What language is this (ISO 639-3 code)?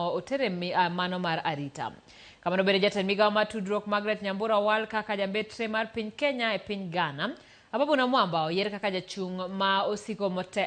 luo